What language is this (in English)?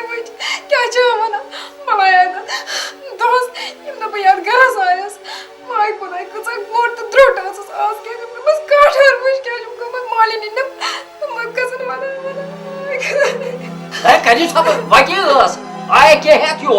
Kashmiri